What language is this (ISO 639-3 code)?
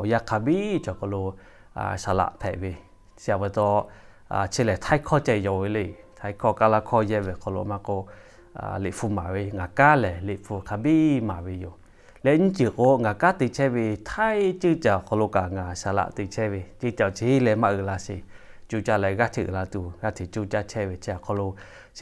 lhu